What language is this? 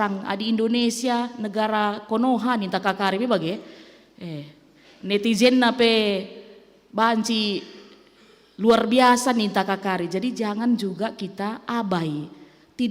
Batak Karo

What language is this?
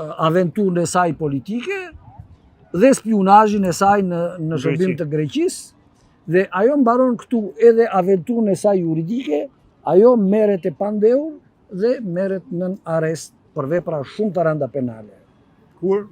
Albanian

